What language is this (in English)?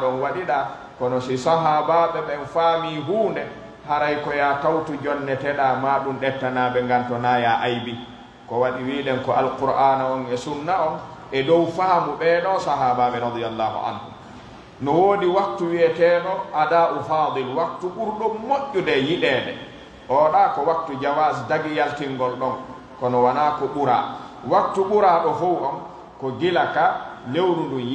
Pular